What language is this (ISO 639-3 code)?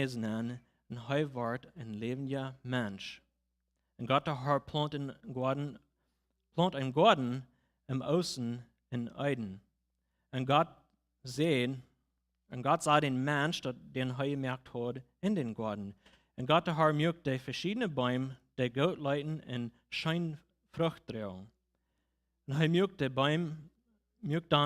pdt